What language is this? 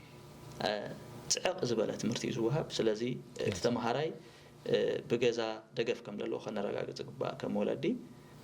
Tigrinya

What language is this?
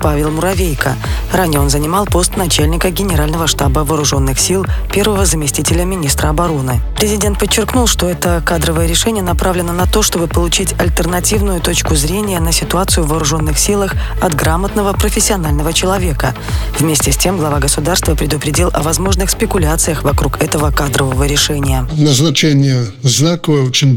Russian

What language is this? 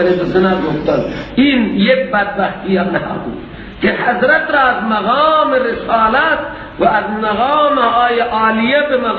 Persian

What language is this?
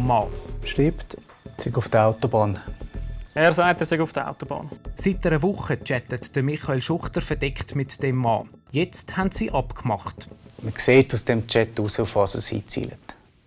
Swiss German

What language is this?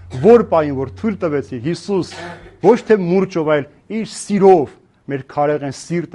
Armenian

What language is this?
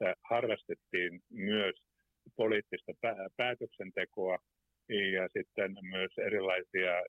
Finnish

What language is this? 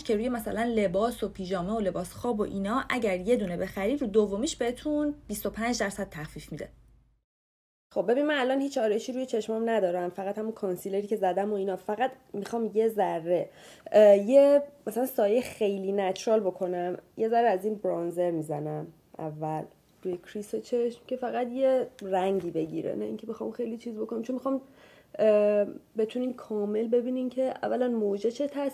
Persian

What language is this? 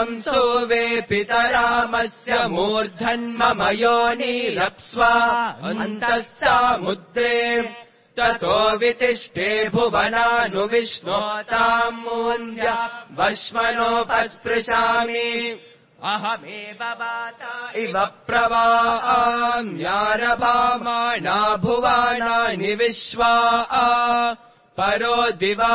Sanskrit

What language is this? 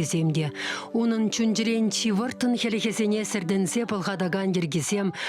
Chuvash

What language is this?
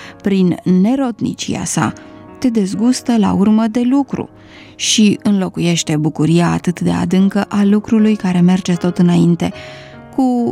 Romanian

